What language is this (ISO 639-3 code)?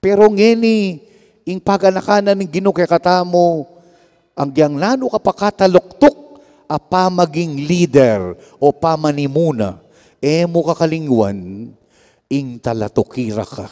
pam